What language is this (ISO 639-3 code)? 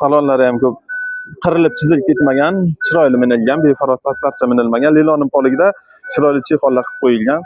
uzb